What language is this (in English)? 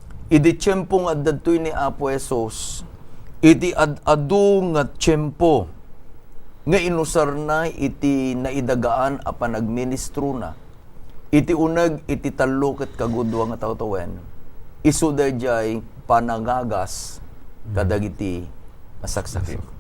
Iloko